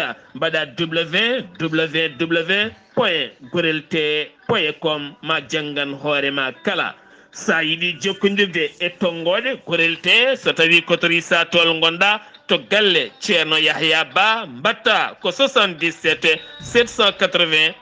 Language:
Fula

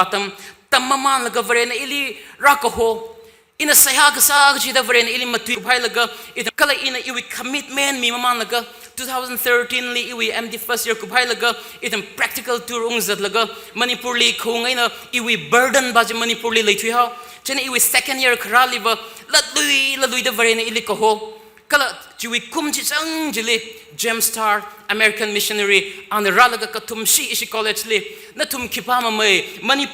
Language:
Tangkhul Naga (India)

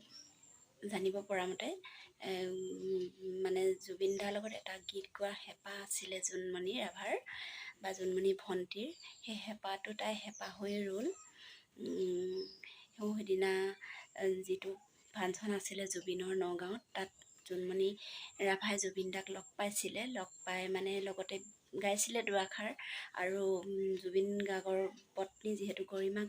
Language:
Assamese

